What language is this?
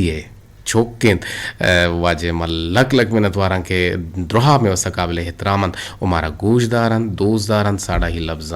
Eastern Balochi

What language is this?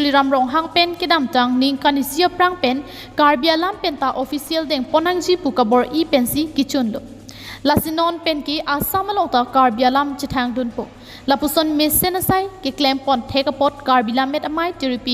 Karbi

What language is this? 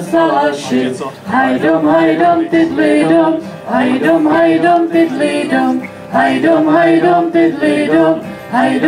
Czech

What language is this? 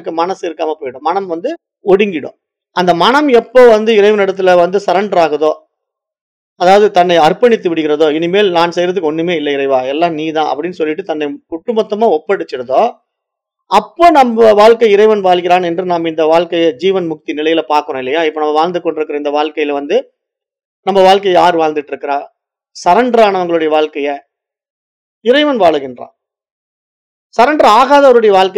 Tamil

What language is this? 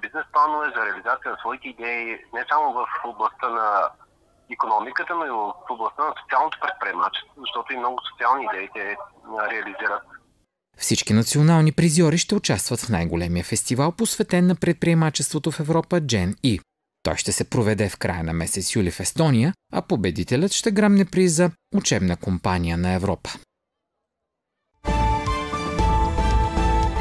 Bulgarian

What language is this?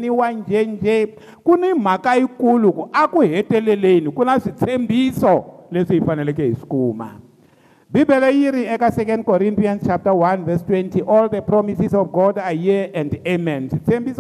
Tsonga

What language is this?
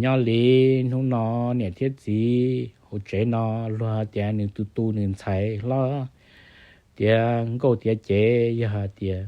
Hmong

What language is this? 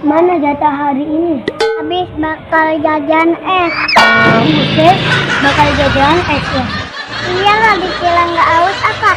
Betawi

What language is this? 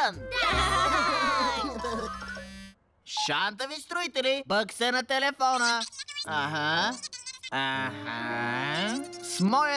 Bulgarian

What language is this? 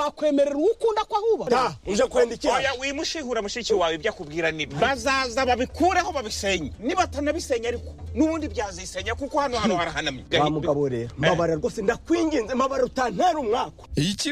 Kinyarwanda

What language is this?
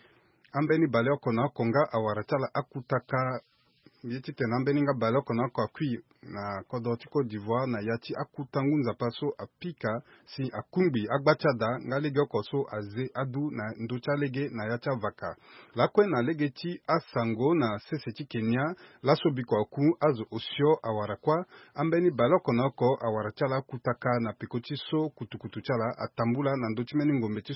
Sango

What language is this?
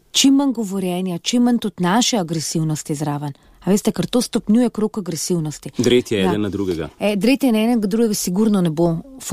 Slovenian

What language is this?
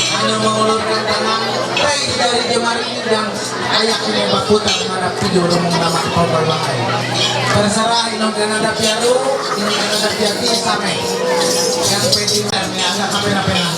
Ma'anyan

